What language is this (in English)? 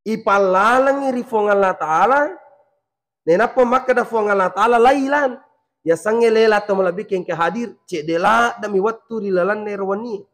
Buginese